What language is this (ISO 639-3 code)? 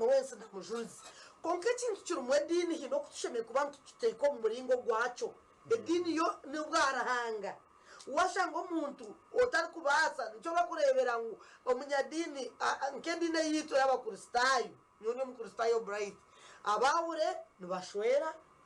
nyn